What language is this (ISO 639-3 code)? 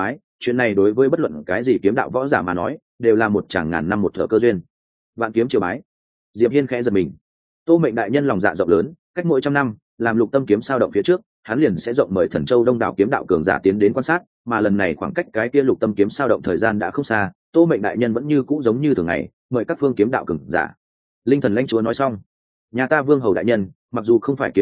vie